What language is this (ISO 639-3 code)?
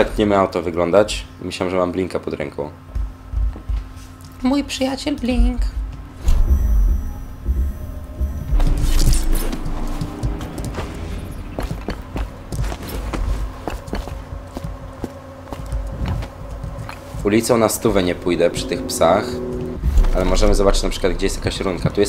pol